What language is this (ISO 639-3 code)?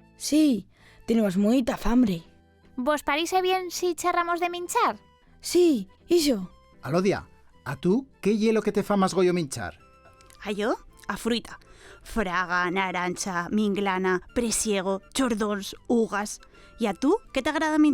arg